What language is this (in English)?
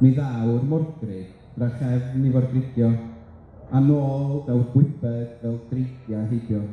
Welsh